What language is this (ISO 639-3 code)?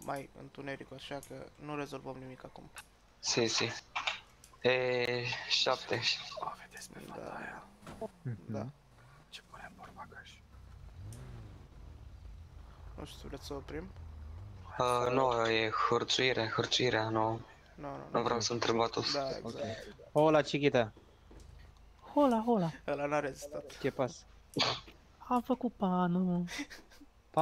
ron